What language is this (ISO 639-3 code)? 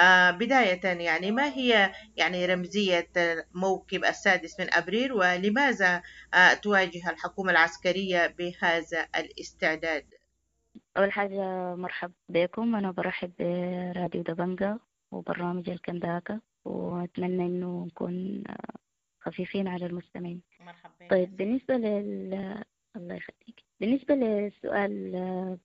apd